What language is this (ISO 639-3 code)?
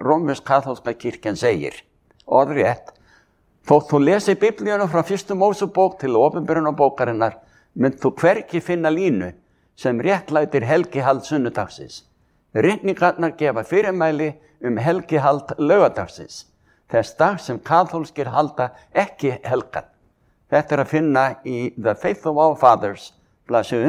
isl